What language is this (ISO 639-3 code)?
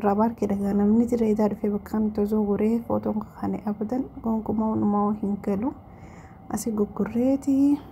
orm